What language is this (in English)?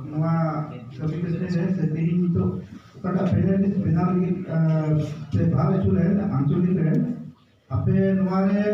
Santali